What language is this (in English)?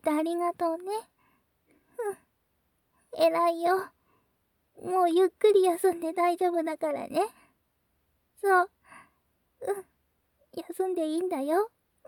Japanese